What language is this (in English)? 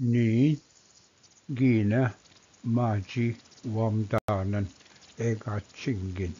Ojibwa